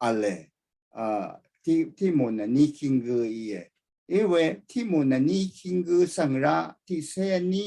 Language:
Rawang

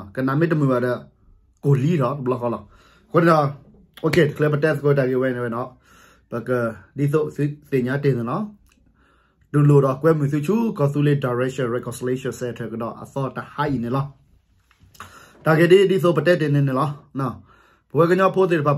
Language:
S'gaw Karen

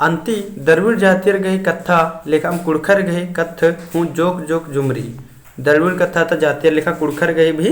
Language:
Kurukh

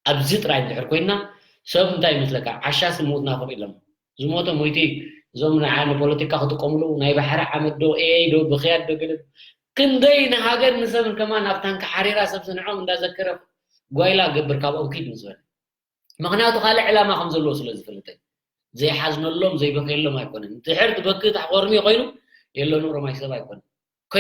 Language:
Tigrinya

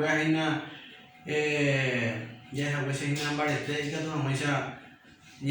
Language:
Guarani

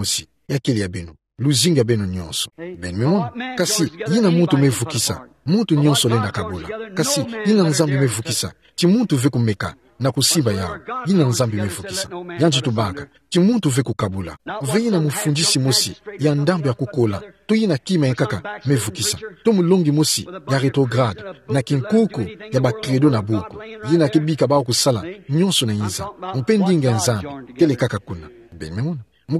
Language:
Kituba (Democratic Republic of Congo)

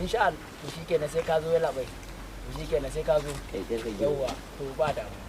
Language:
Hausa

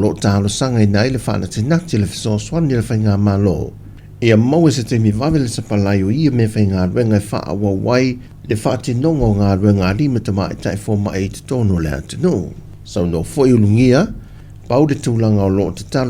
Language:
Samoan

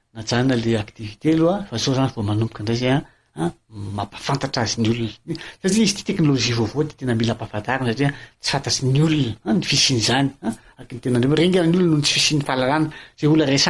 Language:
Malagasy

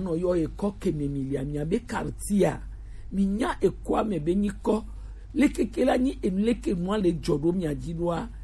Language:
Gen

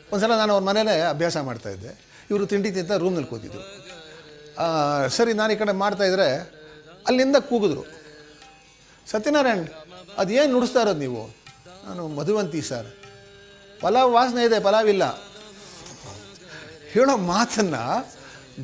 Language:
Kannada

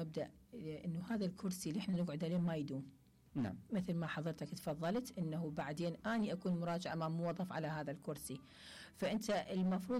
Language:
Mesopotamian Arabic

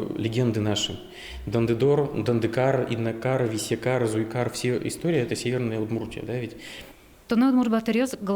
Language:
Udmurt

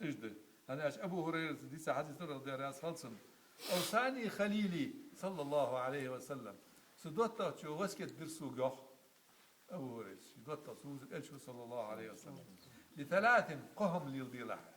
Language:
Ingush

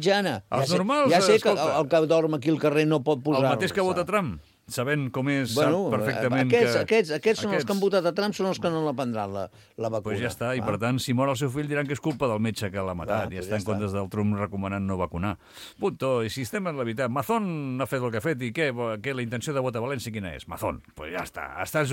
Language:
Catalan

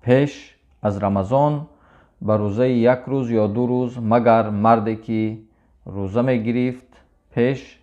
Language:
Tajik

